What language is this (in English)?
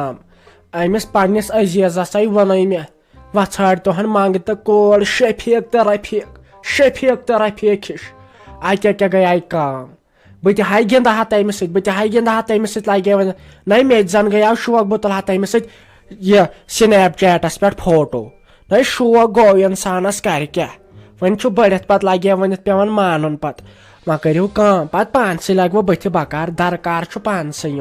Kashmiri